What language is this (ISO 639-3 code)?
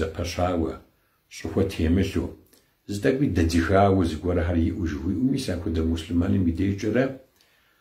kbd